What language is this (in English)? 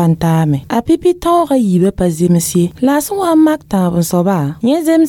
Mossi